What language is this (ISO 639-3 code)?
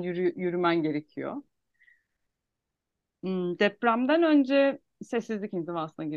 tur